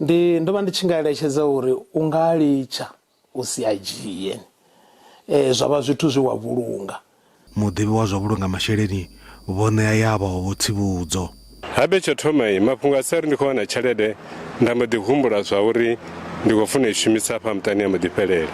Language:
Venda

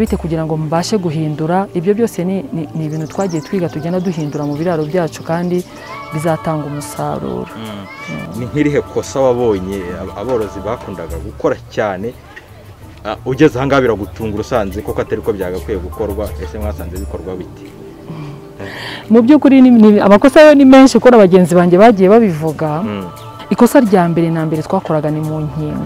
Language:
Kinyarwanda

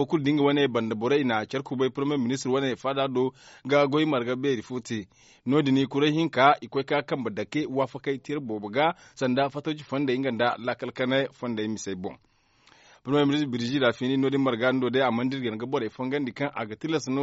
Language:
Zarma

